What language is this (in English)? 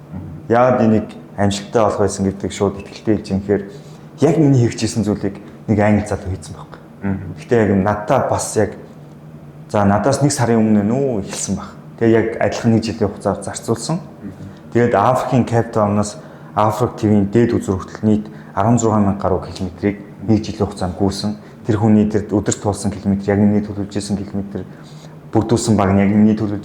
Mongolian